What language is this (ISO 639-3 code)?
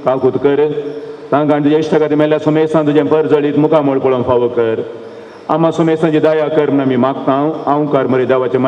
kok